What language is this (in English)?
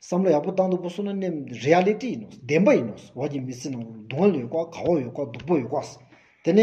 Stod Bhoti